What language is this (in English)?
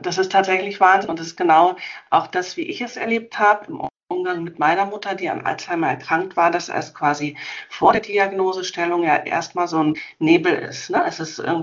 German